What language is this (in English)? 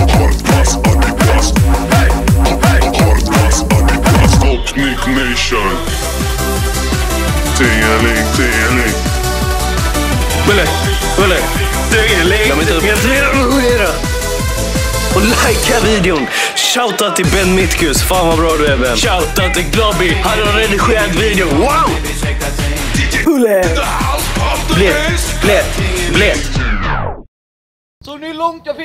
Swedish